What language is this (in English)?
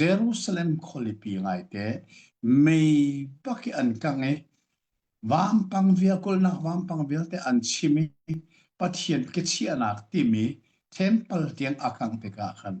Hakha Chin